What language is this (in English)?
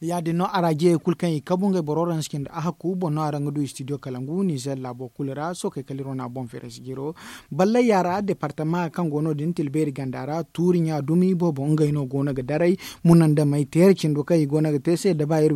Zarma